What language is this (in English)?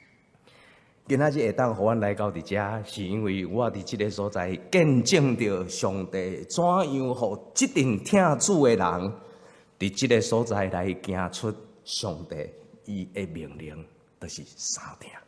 Min Nan Chinese